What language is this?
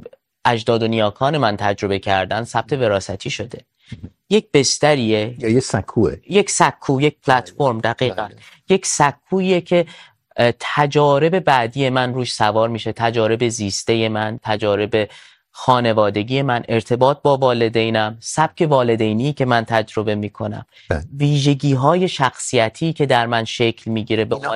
Persian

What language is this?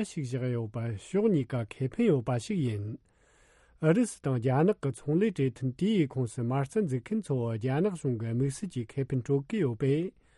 Tibetan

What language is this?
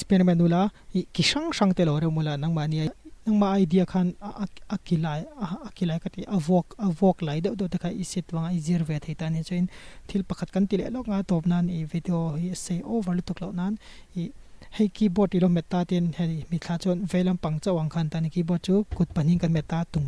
Mizo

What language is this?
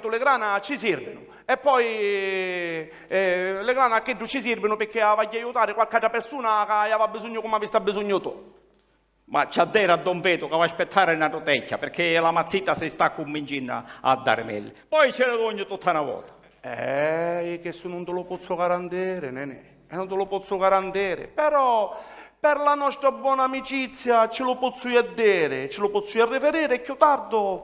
Sicilian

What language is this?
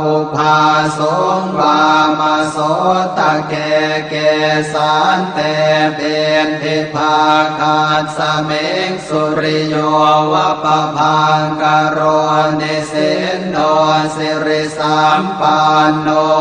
Pali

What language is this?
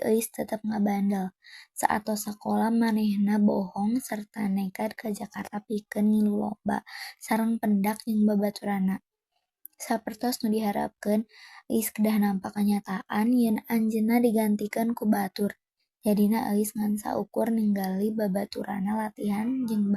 Sundanese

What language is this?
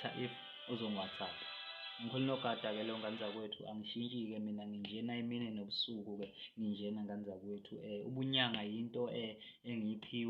Zulu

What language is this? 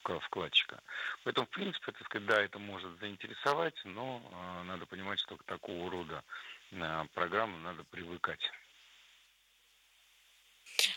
Russian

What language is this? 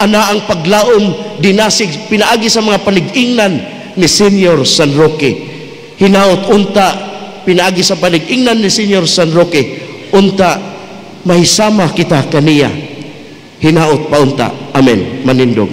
Cebuano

